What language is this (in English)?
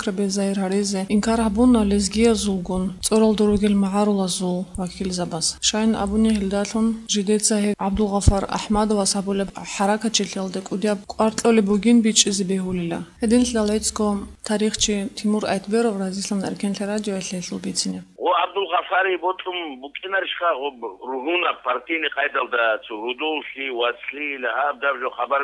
Avaric